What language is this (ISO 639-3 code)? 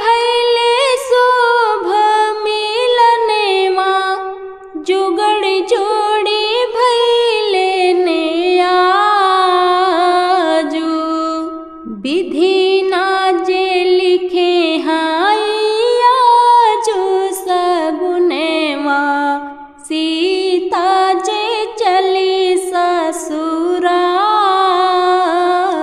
bho